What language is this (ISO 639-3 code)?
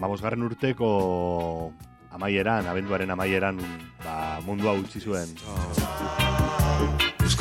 eus